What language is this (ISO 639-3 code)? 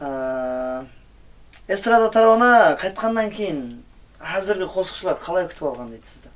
kaa